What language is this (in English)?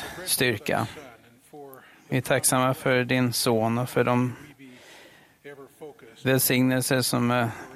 Swedish